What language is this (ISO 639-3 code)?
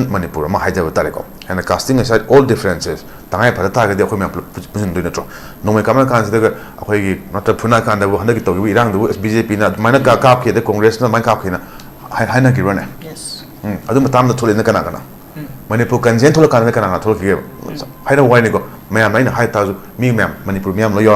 mni